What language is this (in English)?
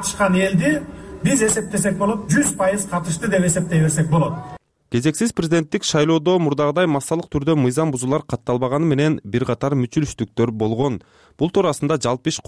Kyrgyz